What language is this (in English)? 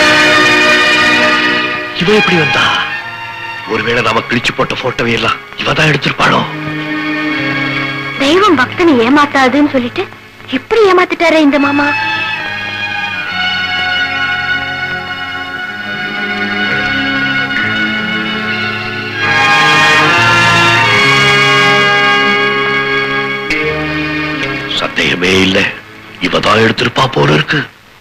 Tamil